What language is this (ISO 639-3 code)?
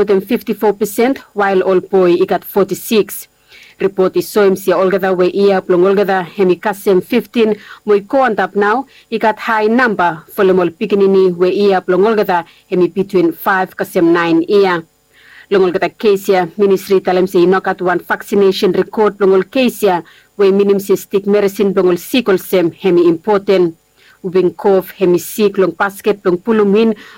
bis